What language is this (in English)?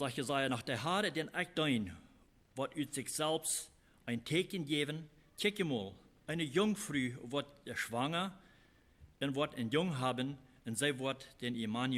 Plautdietsch